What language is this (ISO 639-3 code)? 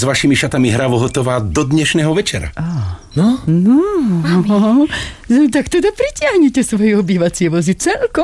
slk